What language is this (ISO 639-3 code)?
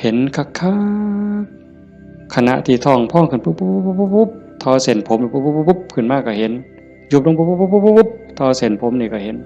tts